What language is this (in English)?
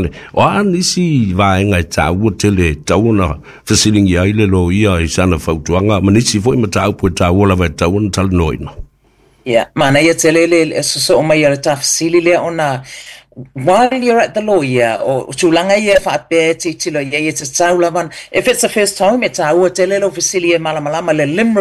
Samoan